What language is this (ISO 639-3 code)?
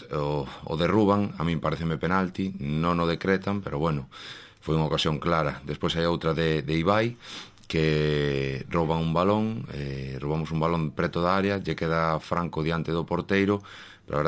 glg